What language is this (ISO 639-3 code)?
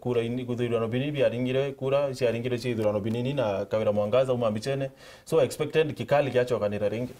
mer